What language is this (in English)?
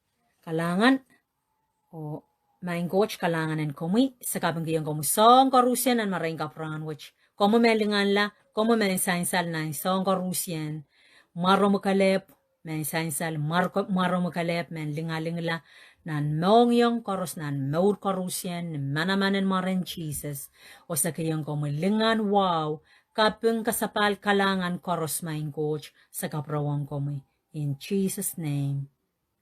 Pohnpeian